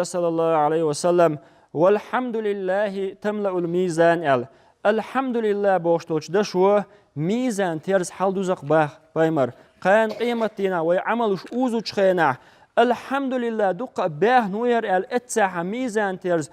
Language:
Chechen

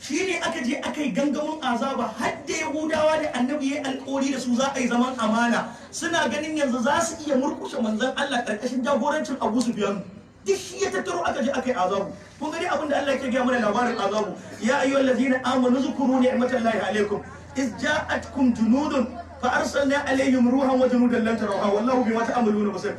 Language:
Hausa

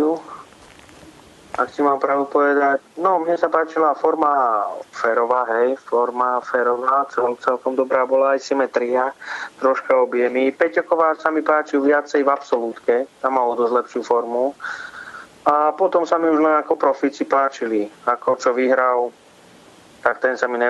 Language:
Slovak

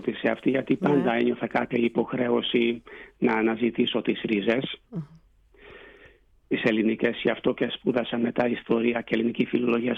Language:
Greek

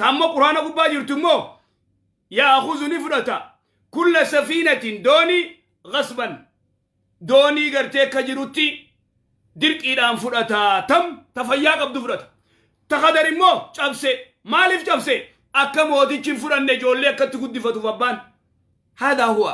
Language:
Oromo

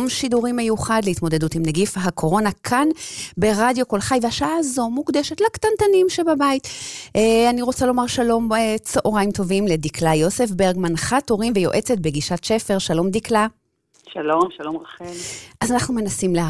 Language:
Hebrew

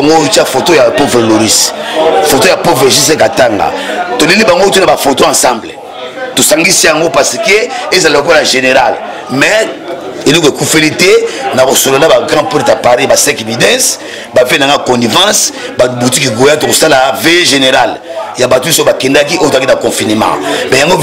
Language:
Lingala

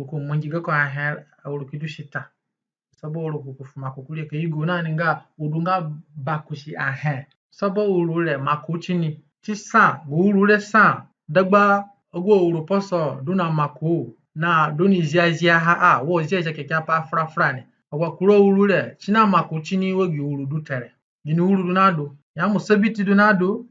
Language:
Zande (individual language)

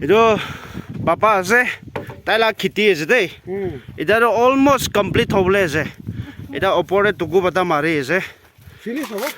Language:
Naga Pidgin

